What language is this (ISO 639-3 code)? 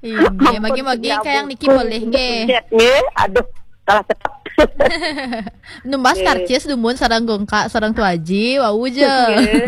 ban